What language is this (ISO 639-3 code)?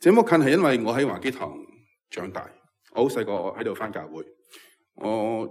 yue